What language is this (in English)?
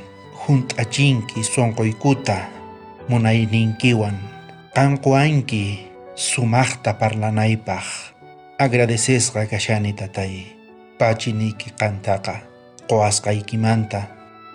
South Bolivian Quechua